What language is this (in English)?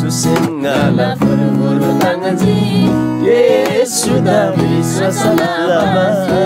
Eastern Tamang